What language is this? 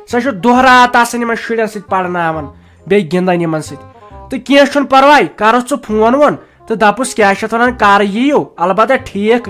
Kashmiri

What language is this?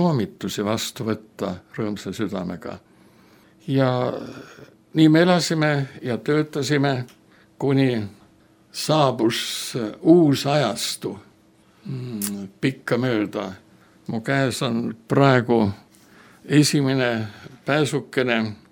Estonian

